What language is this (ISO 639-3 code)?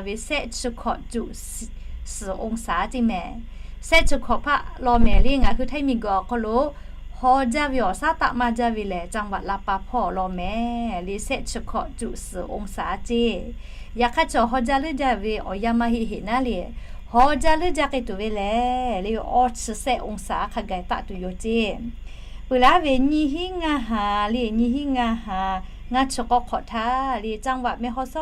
lhu